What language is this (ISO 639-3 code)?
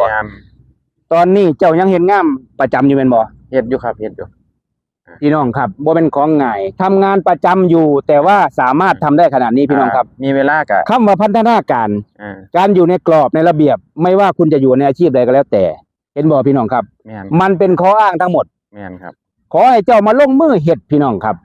tts